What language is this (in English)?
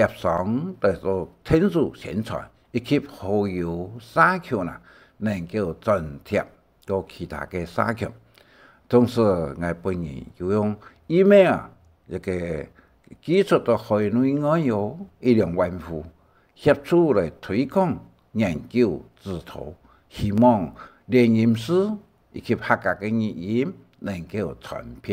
Hakka Chinese